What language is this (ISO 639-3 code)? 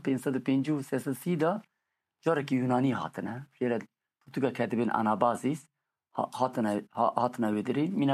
kur